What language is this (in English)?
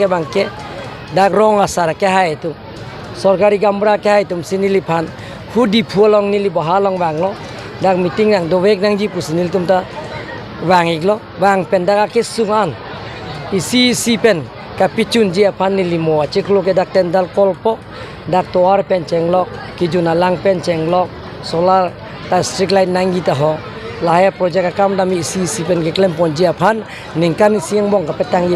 Karbi